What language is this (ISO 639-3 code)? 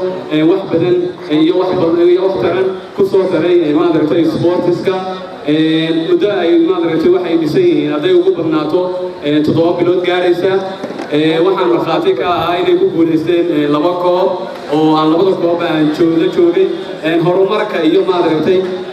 som